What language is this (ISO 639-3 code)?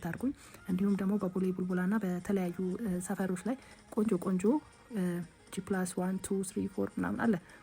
amh